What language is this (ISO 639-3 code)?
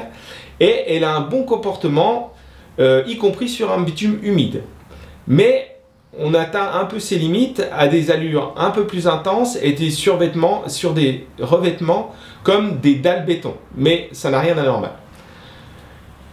fra